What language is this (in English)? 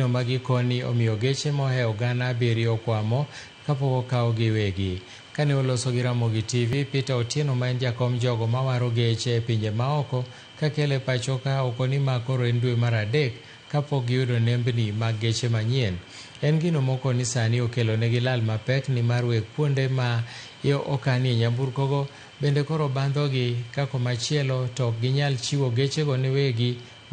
Luo (Kenya and Tanzania)